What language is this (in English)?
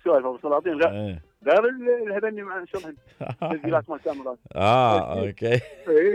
Mesopotamian Arabic